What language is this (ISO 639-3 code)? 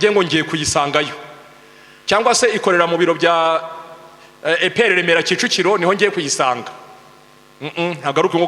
kin